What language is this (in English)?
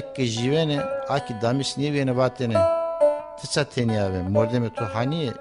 Zaza